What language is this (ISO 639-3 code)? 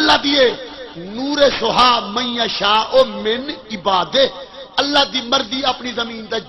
skr